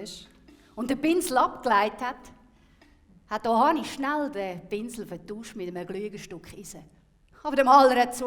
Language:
Swiss German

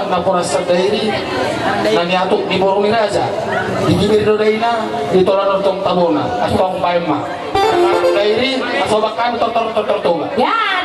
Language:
Batak Toba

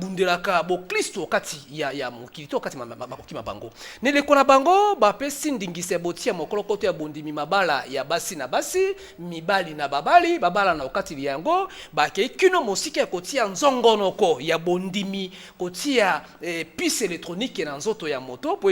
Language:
Lingala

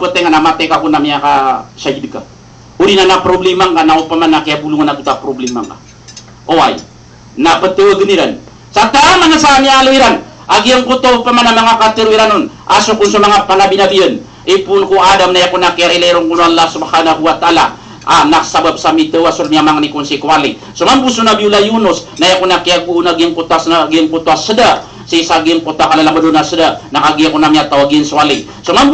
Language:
Maranao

